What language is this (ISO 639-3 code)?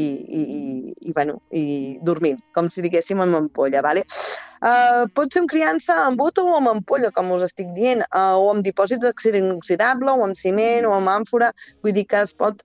cat